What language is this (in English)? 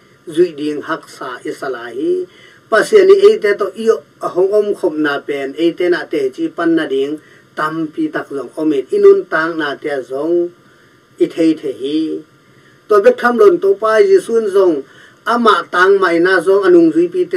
Tedim Chin